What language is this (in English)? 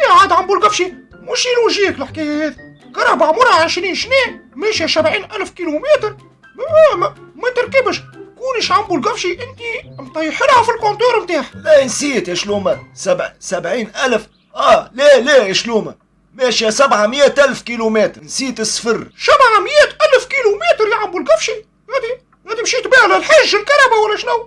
Tunisian Arabic